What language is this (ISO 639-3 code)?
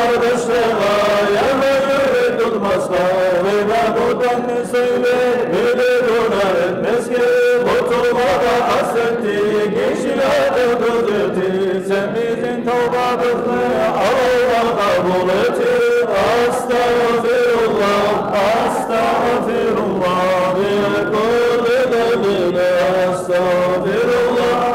kum